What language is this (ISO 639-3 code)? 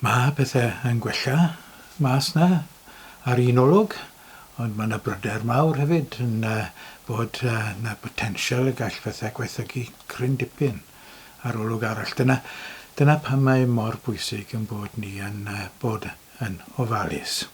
cym